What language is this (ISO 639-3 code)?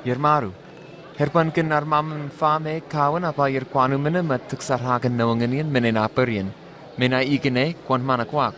nwi